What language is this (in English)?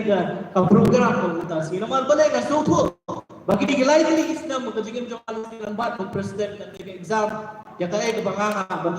Khasi